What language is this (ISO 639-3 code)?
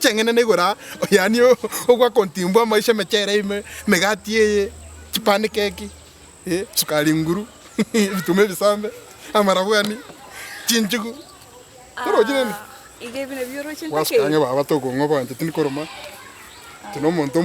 guz